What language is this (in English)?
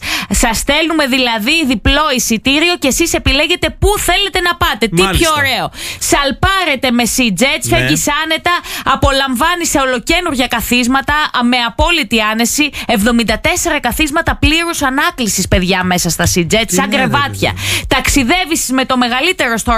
Greek